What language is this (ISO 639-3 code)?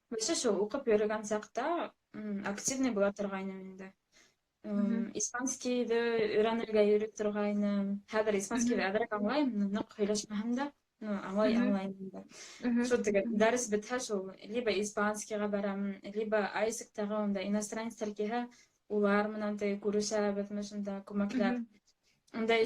bak